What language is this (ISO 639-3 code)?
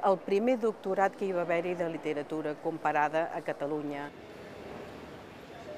cat